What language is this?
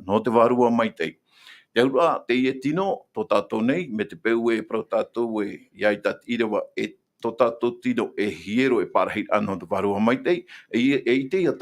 Tahitian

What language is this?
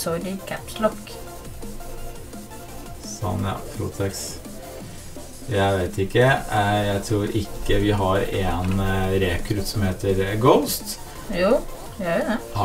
Norwegian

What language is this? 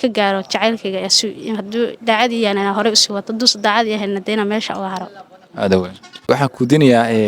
Somali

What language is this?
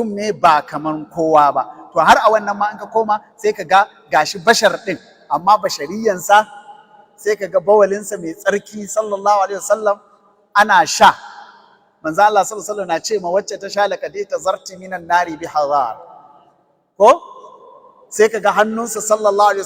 Hausa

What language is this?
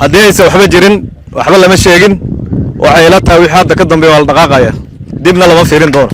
Somali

